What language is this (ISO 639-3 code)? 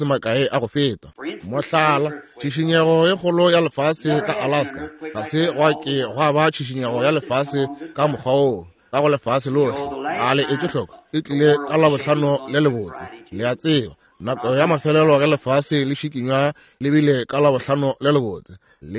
nso